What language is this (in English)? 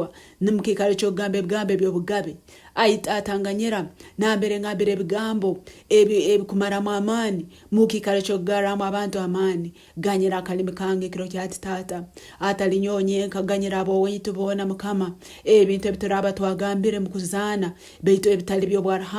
Nyankole